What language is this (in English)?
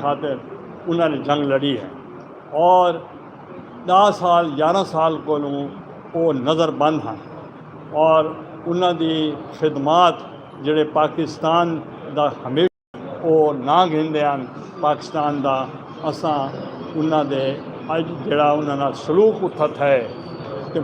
Saraiki